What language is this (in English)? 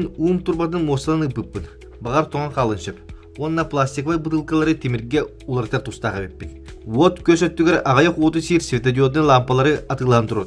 Yakut